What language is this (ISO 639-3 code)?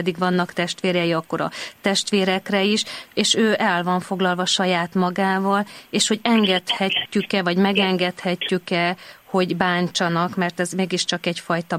hun